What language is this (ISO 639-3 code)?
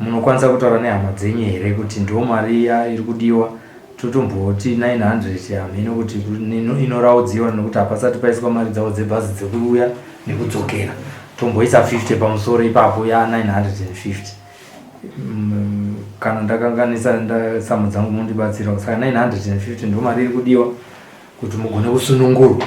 sna